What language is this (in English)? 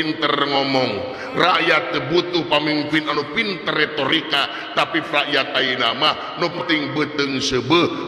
Sundanese